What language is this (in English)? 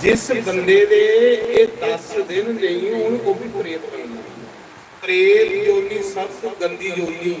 Dogri